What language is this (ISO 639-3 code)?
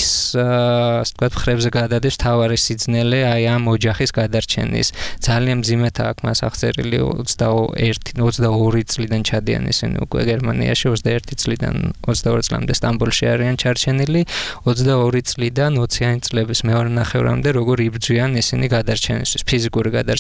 kat